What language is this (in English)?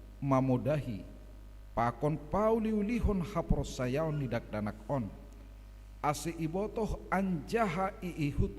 Batak Simalungun